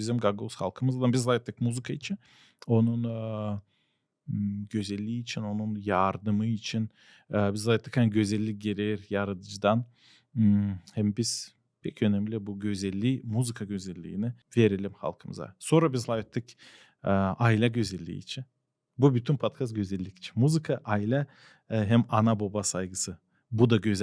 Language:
Gagauz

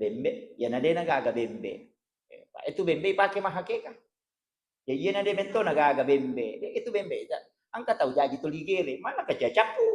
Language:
Buginese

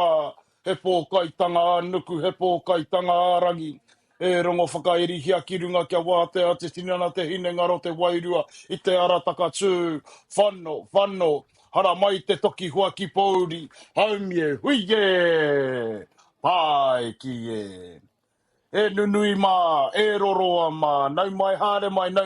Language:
Māori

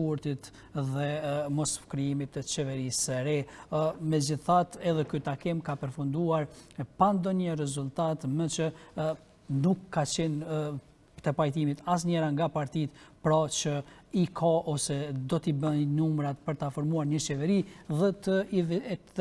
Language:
Albanian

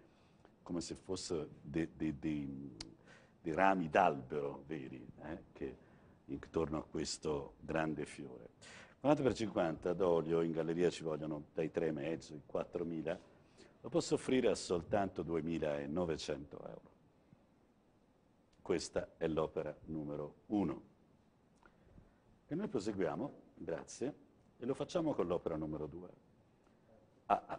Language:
Italian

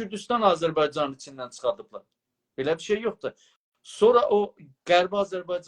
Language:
South Azerbaijani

